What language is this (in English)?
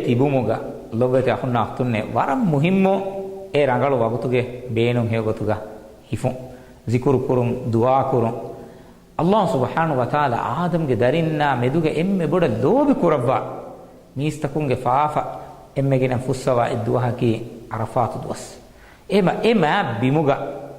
Divehi